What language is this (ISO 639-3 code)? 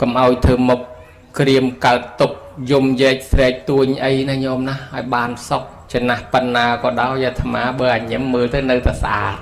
khm